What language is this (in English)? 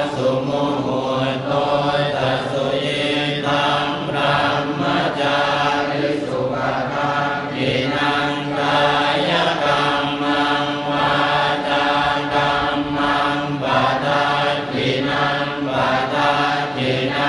Pali